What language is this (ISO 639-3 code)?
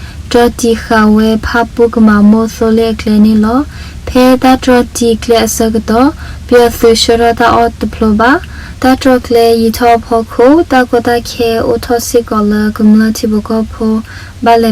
ksw